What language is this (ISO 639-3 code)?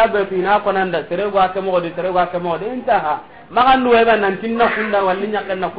snk